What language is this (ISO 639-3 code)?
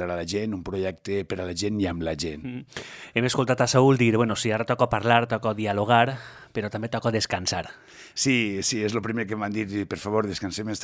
cat